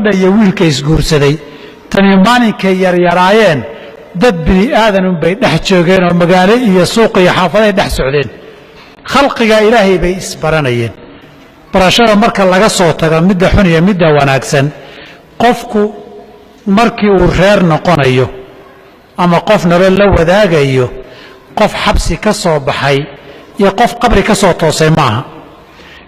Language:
Somali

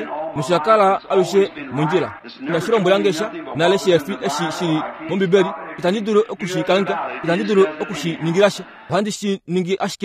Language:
Kuanyama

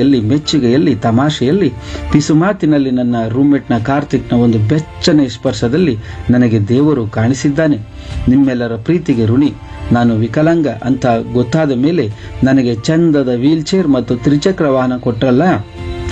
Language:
Kannada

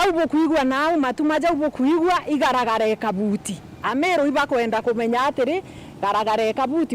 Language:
Meru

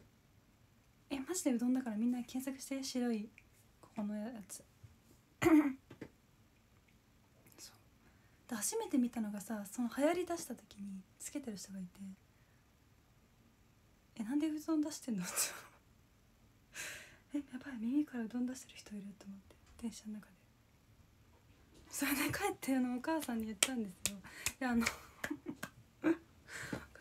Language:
Japanese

